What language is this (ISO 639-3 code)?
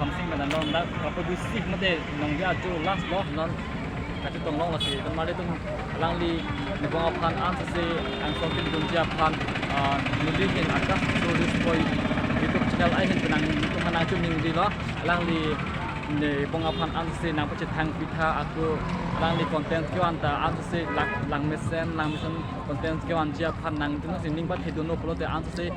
mjw